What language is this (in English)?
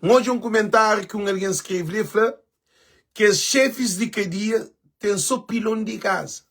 Kabuverdianu